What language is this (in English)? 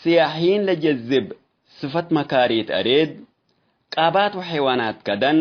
Tigre